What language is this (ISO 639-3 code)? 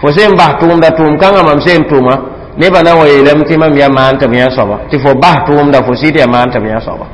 mos